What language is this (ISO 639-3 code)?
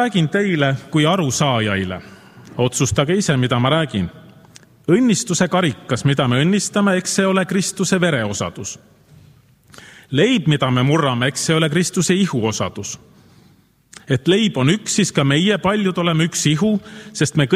est